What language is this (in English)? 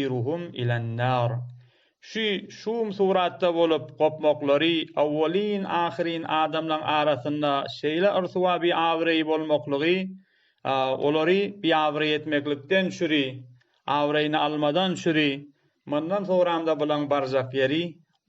Turkmen